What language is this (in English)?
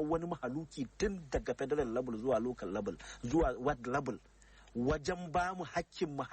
Hausa